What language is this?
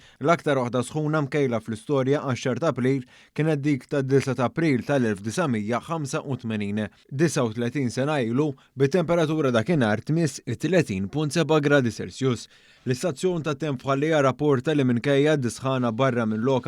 Maltese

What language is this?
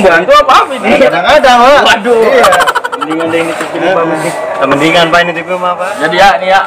Betawi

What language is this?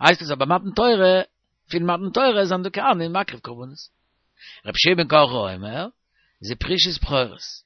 Yiddish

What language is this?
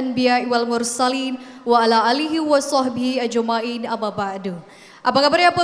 Musi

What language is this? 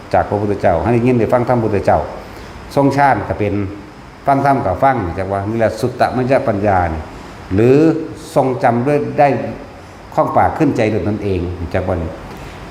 Northeastern Thai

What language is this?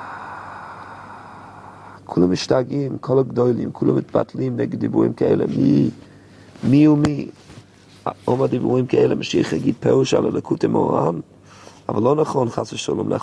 Hebrew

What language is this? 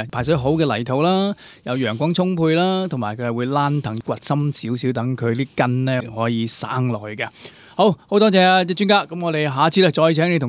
Cantonese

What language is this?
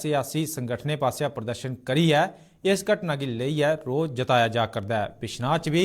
Dogri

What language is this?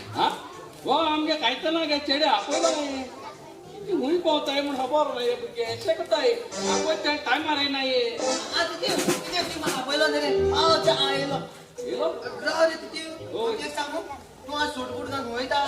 Konkani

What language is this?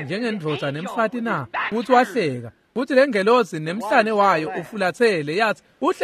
Swati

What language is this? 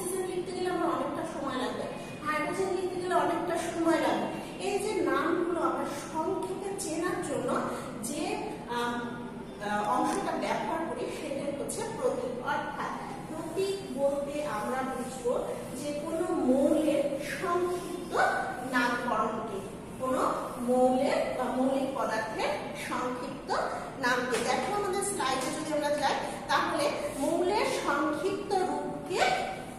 Bangla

